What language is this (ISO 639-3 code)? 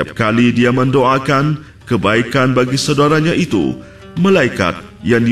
msa